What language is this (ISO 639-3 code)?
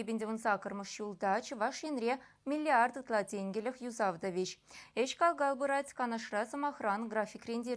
chv